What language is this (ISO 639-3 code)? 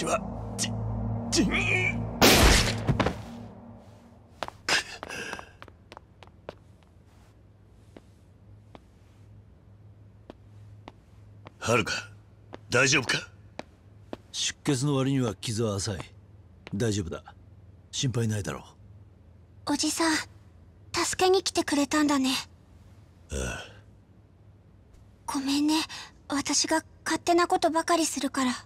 jpn